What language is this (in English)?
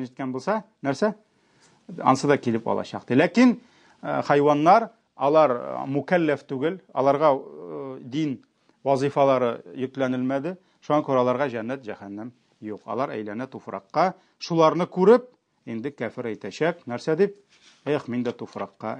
Tatar